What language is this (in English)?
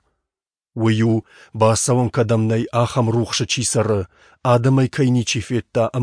Ossetic